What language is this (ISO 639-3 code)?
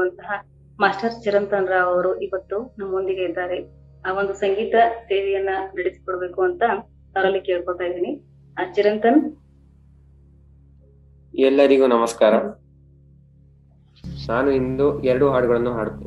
kan